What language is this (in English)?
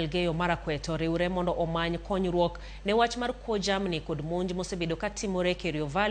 Luo (Kenya and Tanzania)